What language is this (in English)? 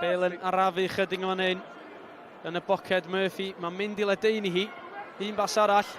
Welsh